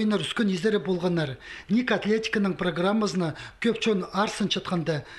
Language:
Khakas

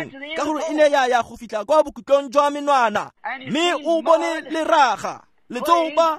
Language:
Tswana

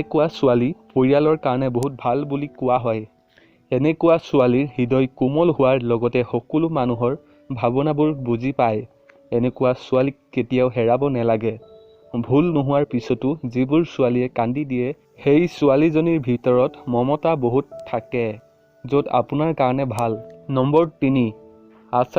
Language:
Assamese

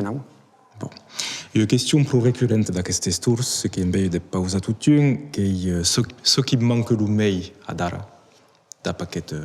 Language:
Occitan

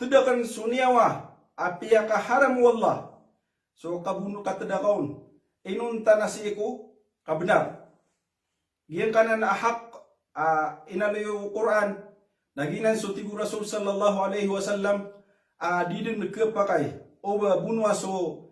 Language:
Maranao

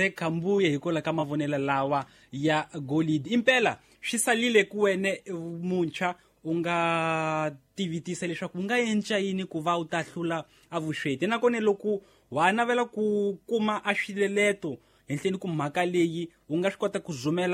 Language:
Tsonga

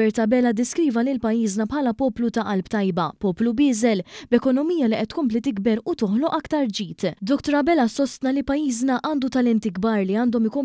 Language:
Maltese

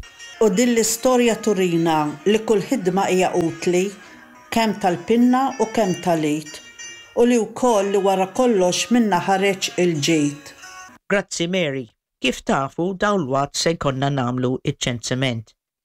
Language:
Maltese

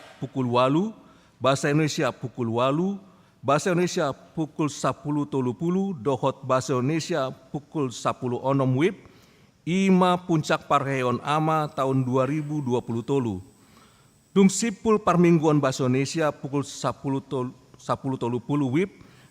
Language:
Batak Toba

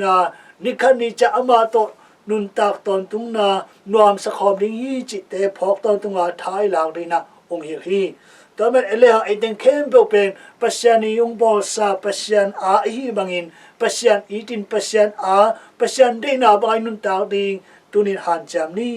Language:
Tedim Chin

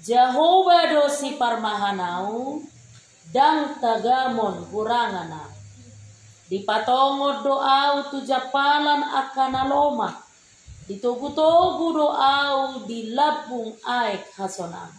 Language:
Batak Toba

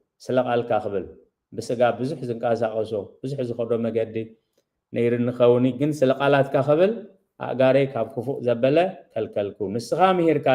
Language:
Tigrinya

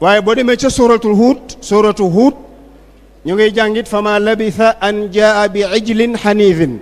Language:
Wolof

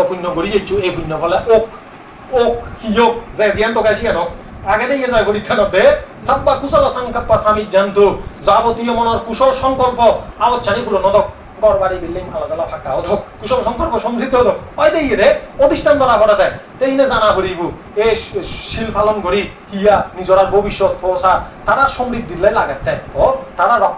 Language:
Chakma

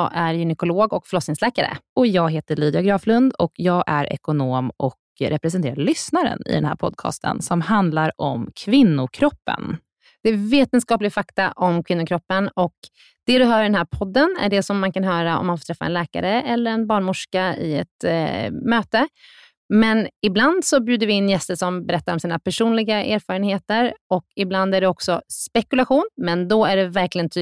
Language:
Swedish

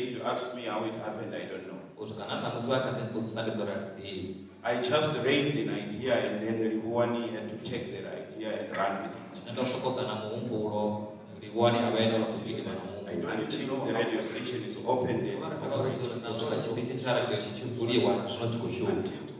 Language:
Venda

